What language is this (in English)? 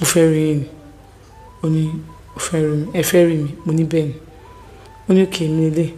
Yoruba